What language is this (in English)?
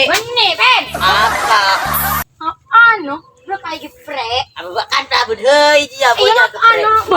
Madurese